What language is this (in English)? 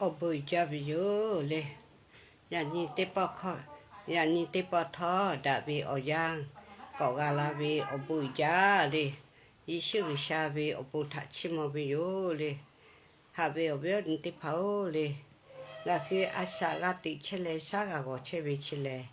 Lahu